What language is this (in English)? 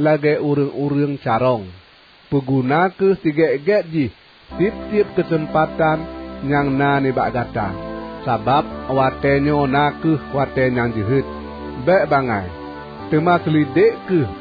Achinese